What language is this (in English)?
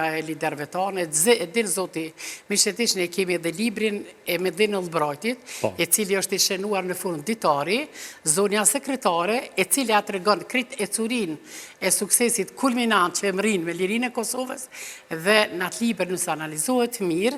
Albanian